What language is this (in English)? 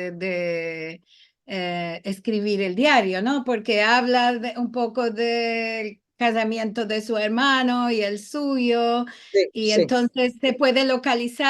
Ladino